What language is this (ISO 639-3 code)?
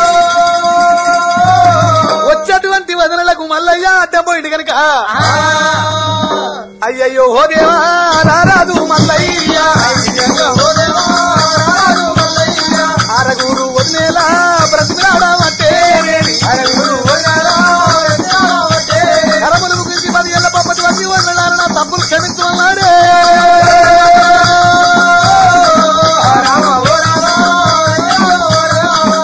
tel